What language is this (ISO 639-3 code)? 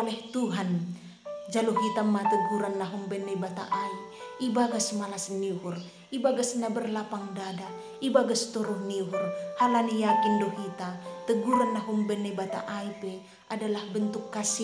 bts